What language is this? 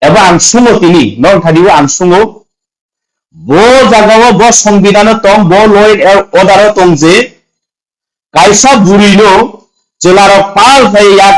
Kok Borok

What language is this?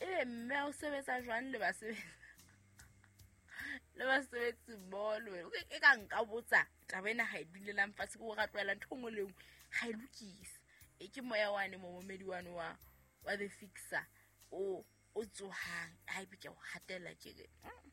Southern Sotho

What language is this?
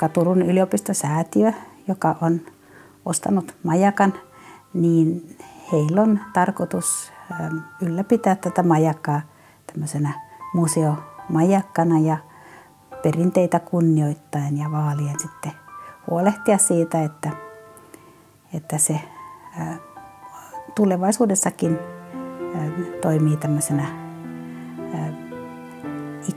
Finnish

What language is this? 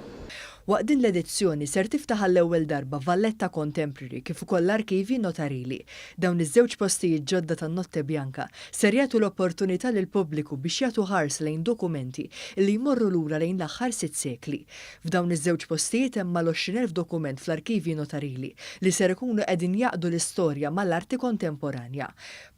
Maltese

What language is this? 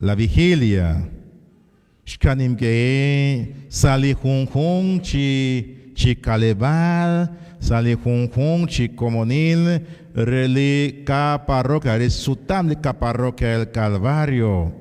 Kekchí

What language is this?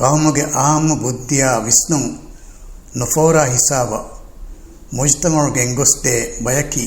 Divehi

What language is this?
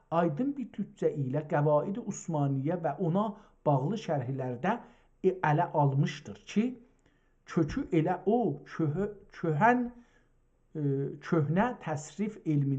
South Azerbaijani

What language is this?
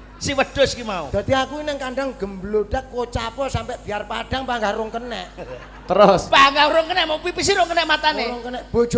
Javanese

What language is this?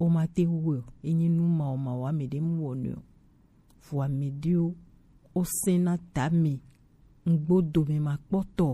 Gen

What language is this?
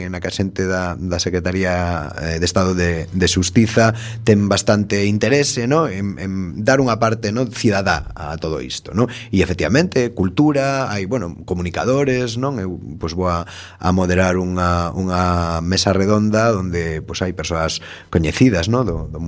Galician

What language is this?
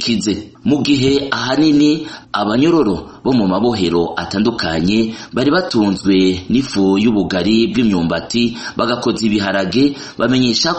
Rundi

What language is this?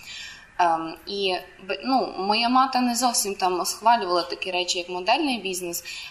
Ukrainian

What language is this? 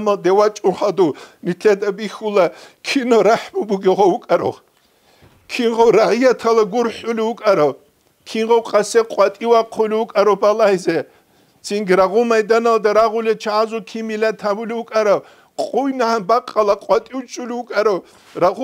Avaric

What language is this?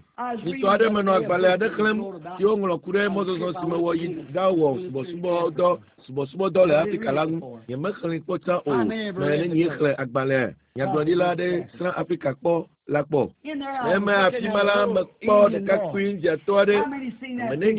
Ewe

